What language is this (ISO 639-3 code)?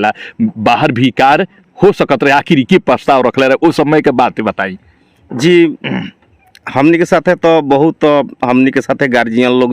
bho